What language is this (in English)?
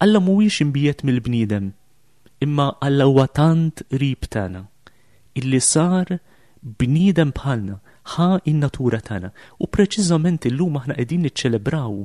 Maltese